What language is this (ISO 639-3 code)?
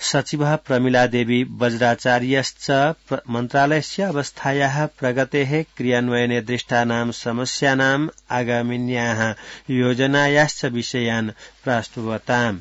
san